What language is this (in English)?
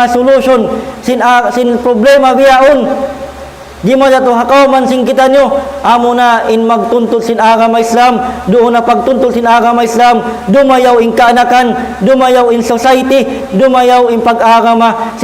Tausug